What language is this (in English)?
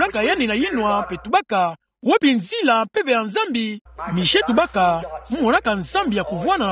Kituba (Democratic Republic of Congo)